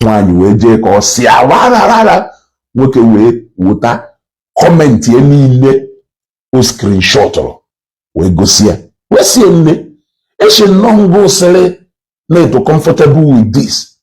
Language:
Igbo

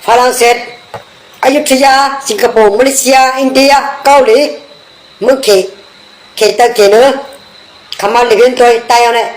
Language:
Shan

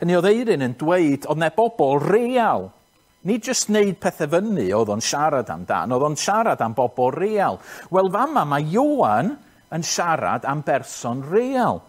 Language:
Welsh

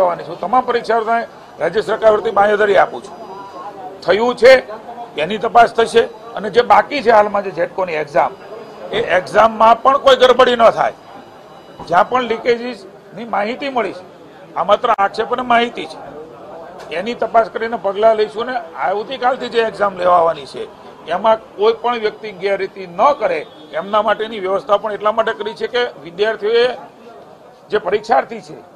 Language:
Gujarati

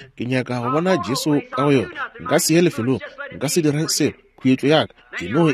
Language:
Northern Sotho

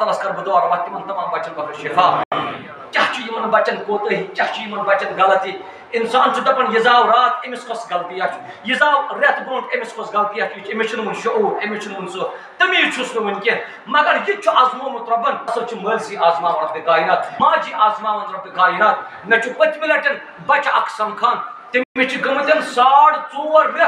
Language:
Kashmiri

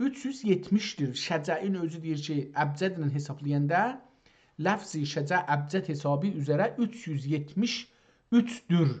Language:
South Azerbaijani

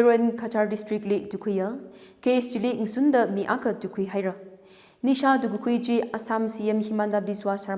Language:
Tangkhul Naga (India)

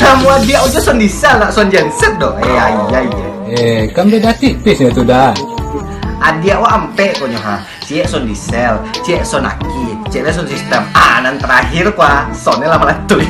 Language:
Minangkabau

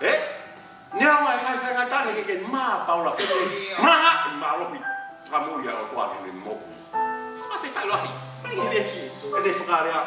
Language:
Tongan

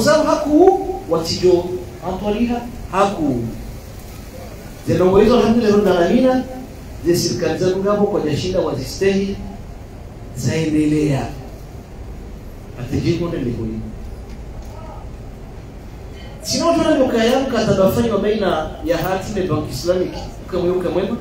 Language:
Swahili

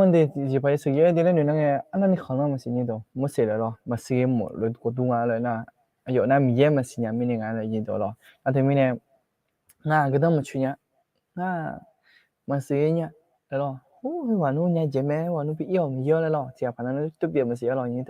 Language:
Akha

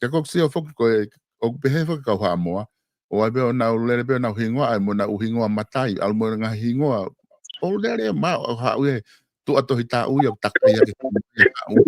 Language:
Tongan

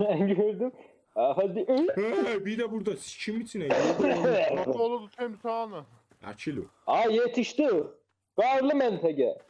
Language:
South Azerbaijani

